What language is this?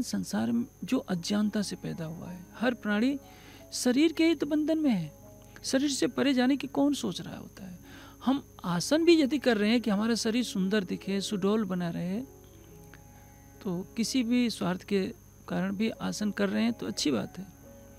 Hindi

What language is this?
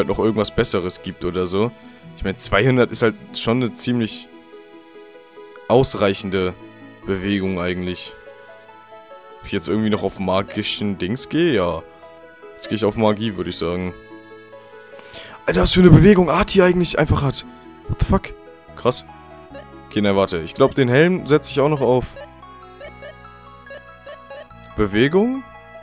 German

